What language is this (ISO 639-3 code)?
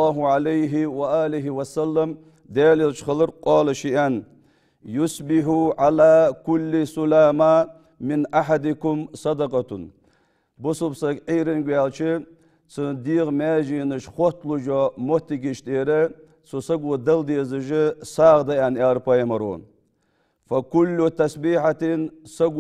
inh